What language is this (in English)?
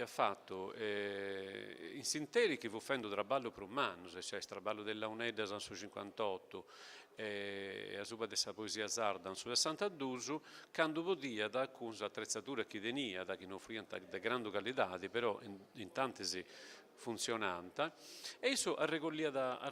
Sardinian